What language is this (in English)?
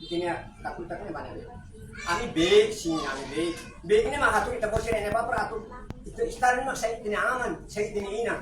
Tetum